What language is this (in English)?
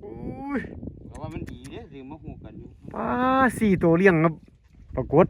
Northeastern Thai